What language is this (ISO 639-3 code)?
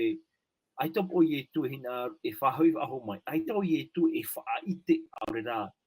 tah